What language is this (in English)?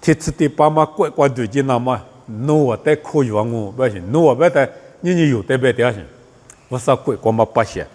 Lisu